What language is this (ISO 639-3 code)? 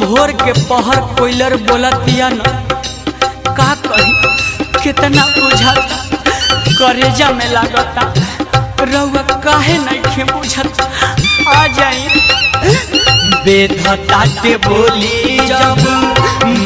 bho